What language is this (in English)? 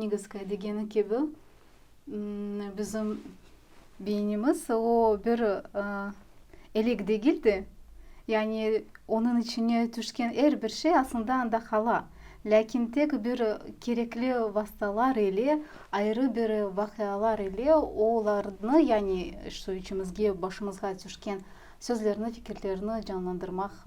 Crimean Tatar